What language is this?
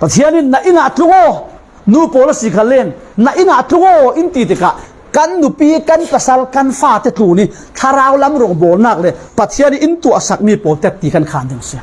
Falam Chin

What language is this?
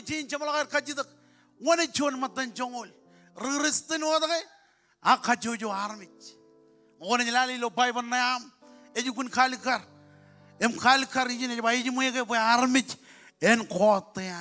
Marshallese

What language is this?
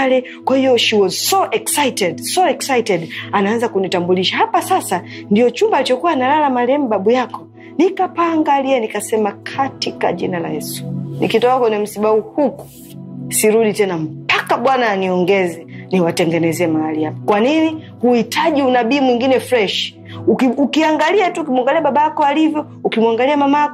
Swahili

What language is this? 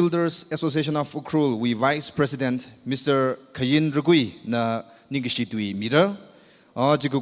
Tangkhul Naga (India)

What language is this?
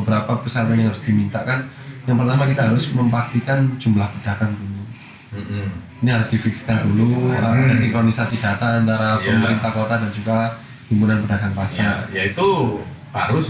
Indonesian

